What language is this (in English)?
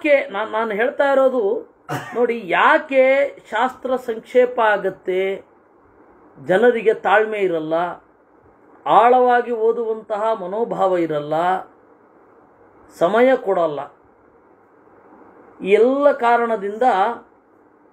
Kannada